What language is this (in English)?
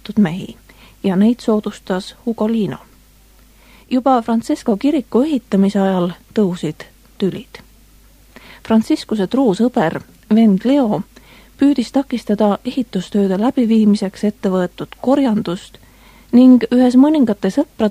Estonian